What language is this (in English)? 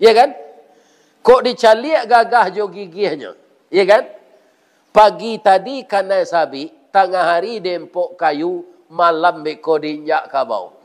Minangkabau